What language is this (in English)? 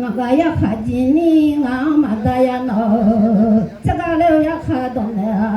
Akha